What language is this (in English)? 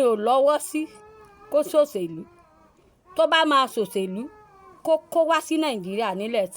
Yoruba